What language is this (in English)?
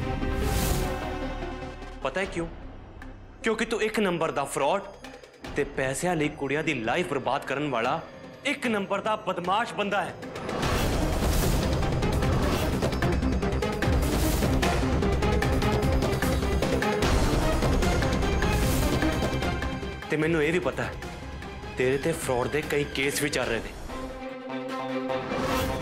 Punjabi